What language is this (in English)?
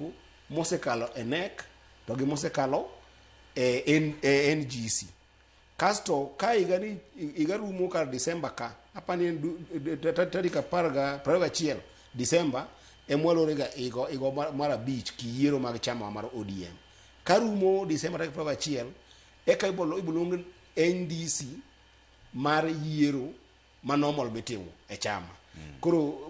Luo (Kenya and Tanzania)